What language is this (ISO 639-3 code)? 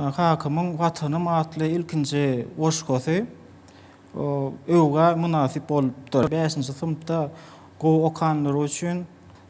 tuk